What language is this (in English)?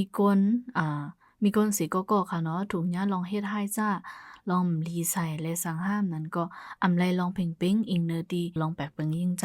Shan